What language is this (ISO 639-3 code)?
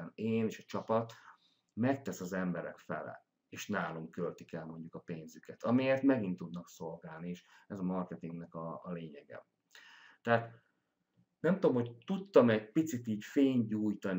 hun